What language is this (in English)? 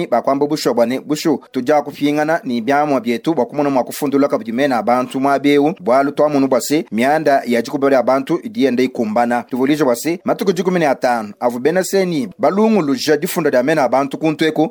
Luba-Lulua